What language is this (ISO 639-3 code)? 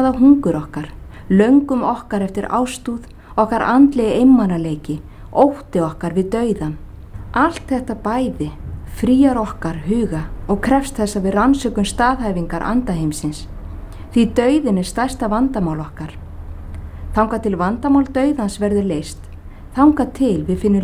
isl